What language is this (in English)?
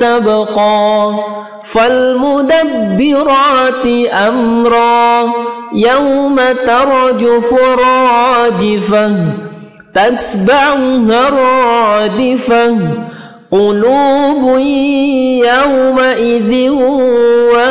Arabic